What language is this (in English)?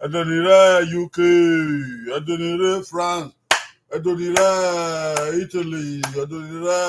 Bini